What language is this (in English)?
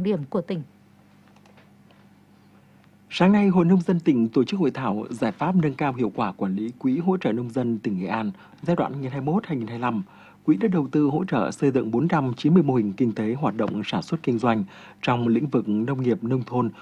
Vietnamese